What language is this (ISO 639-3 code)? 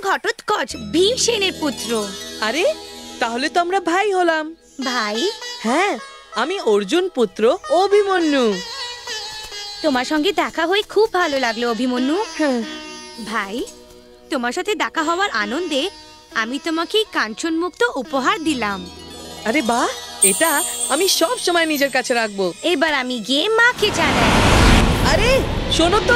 ben